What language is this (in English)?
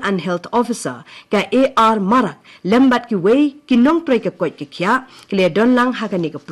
Khasi